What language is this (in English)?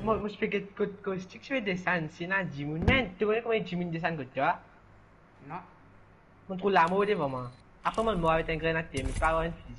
Morisyen